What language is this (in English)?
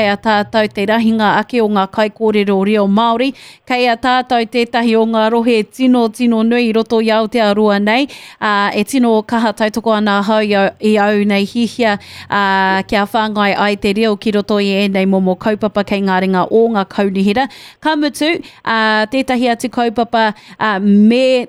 Māori